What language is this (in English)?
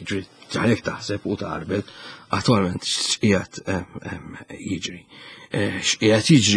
Maltese